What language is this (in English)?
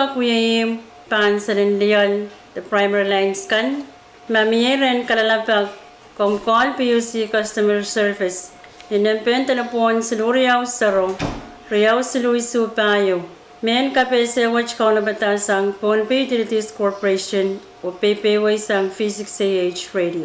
Pohnpeian